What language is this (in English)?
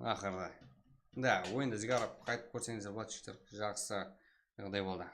Kara-Kalpak